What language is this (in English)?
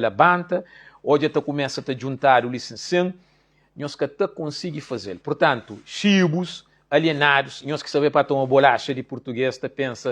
Kabuverdianu